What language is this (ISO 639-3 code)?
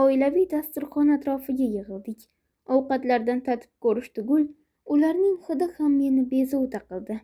uzb